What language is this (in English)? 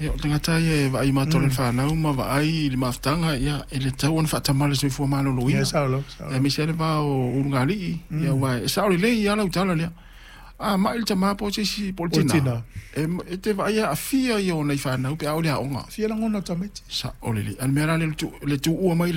Samoan